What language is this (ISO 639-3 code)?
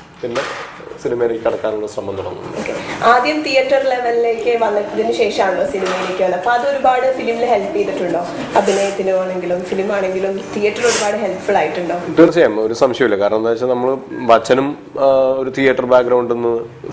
mal